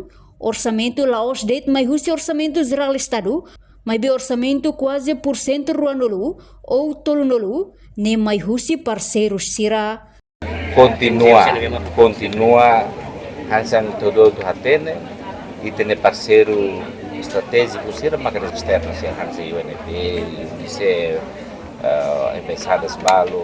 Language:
Tetum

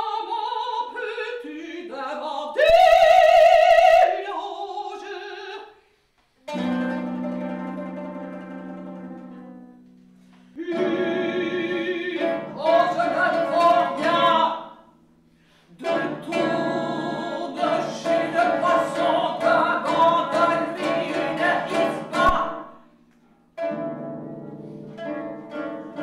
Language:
French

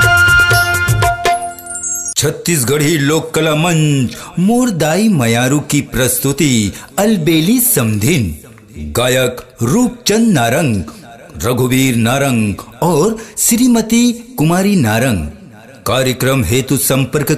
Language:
Chhattisgarhi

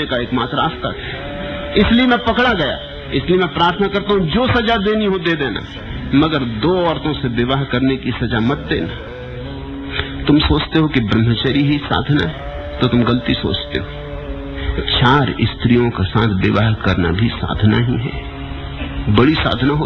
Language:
Hindi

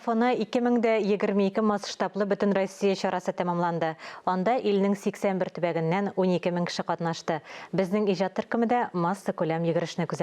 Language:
Tatar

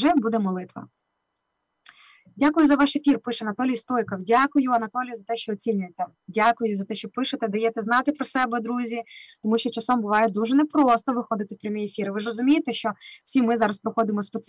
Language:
Ukrainian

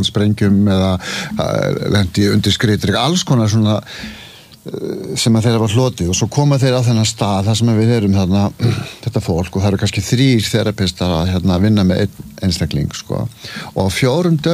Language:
Icelandic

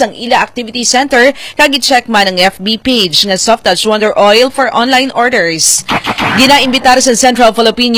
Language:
Hiligaynon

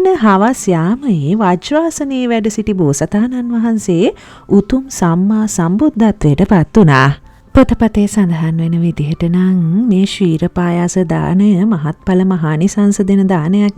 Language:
Sinhala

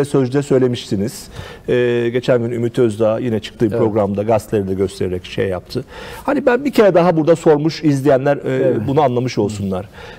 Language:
Turkish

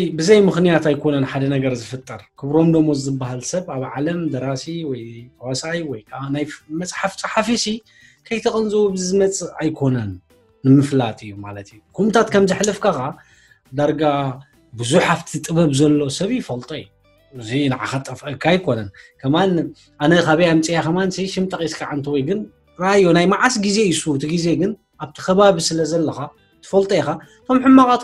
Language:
Tigrinya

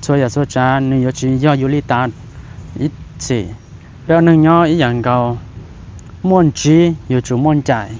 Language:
Hmong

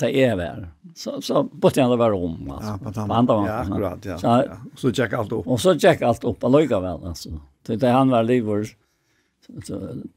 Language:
Faroese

